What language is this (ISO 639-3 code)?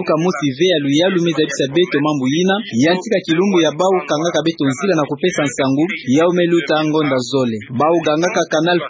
ktu